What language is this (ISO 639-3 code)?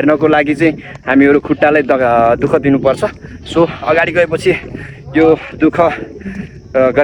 nep